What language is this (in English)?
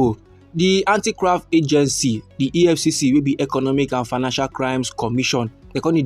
Nigerian Pidgin